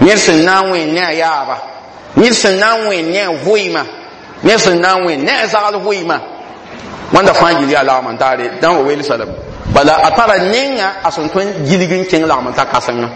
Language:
Mossi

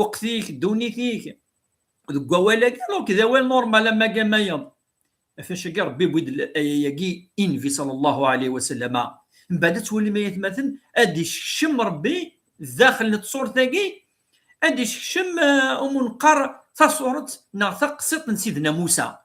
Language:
Kabyle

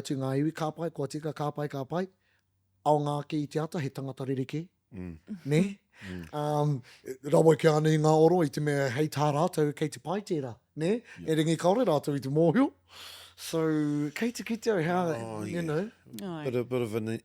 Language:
Māori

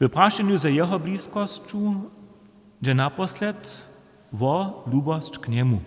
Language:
Upper Sorbian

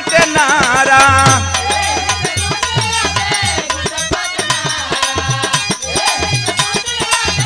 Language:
Bhojpuri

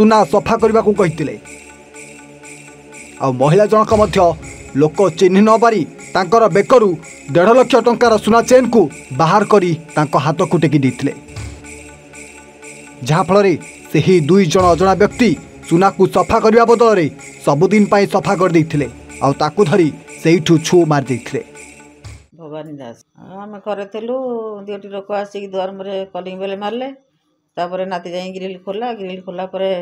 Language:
Odia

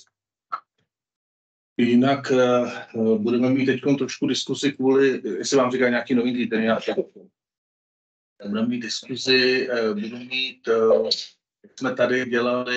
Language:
Czech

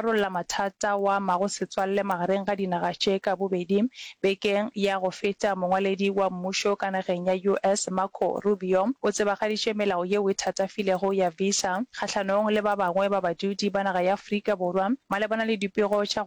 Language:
Northern Sotho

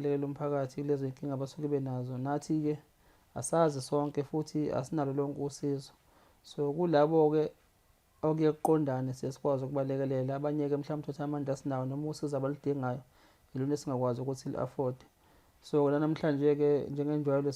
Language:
Zulu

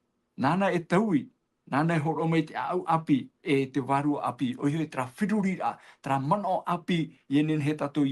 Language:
Tahitian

